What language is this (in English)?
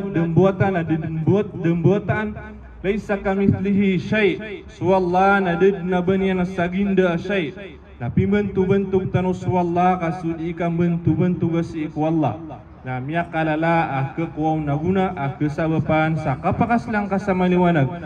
Maranao